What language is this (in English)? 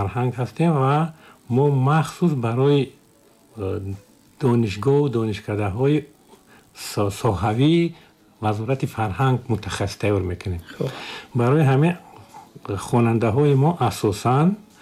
Tajik